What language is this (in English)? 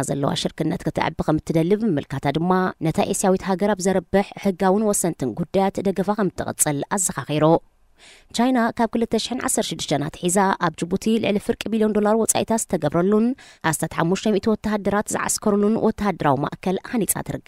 Tigrinya